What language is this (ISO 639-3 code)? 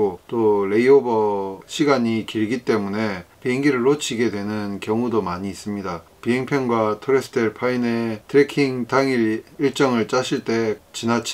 kor